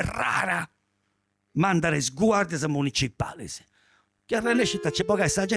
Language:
Sardinian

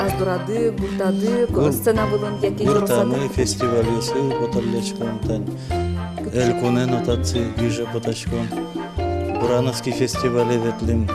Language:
Udmurt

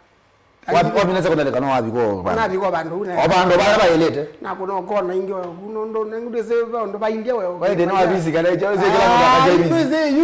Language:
Kamba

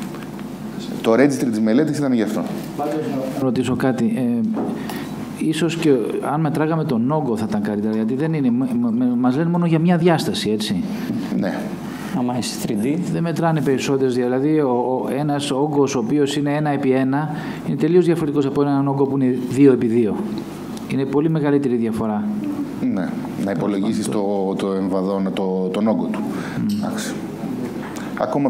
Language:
Greek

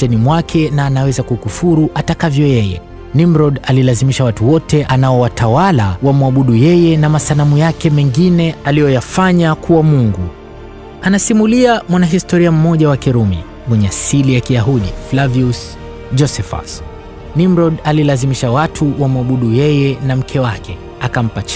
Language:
Swahili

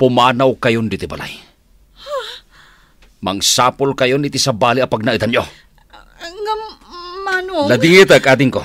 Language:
Iloko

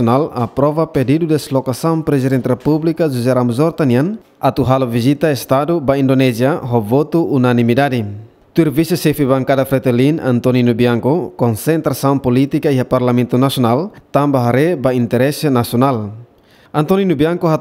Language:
Tetum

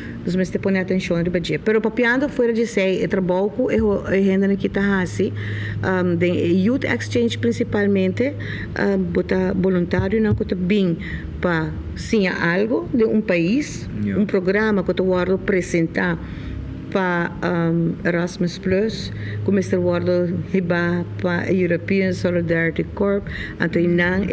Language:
Papiamento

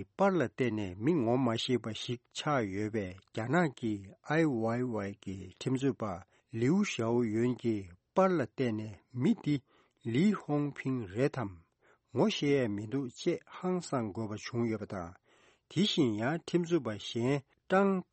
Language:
Tibetan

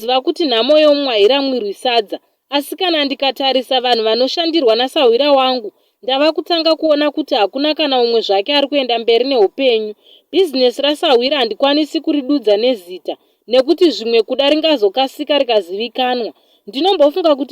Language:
Shona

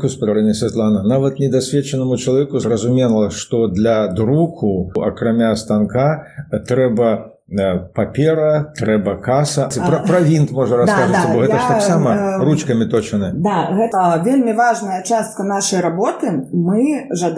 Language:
Belarusian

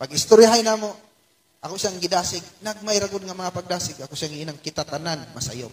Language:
Cebuano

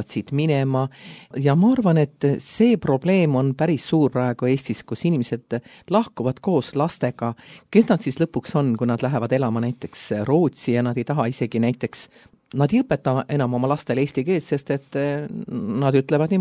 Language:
Estonian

